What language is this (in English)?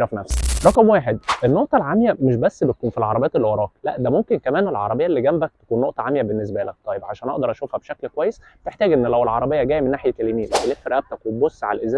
Egyptian Arabic